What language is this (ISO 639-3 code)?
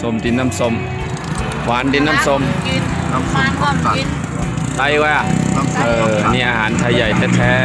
shn